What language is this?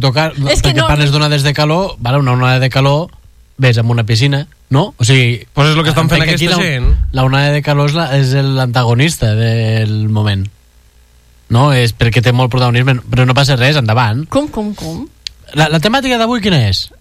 Catalan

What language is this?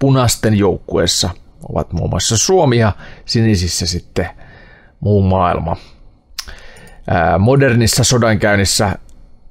Finnish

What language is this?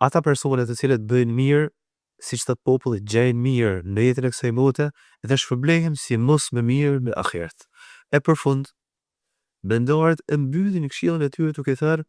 Albanian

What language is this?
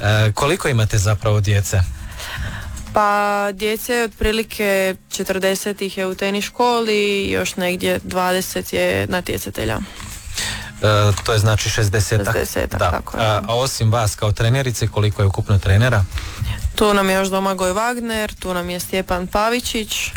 Croatian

